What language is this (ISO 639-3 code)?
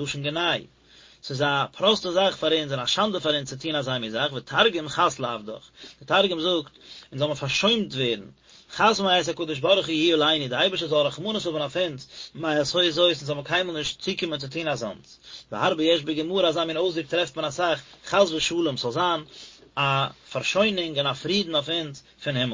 yid